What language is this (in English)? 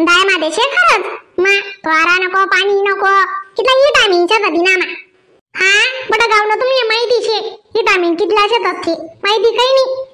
Khandesi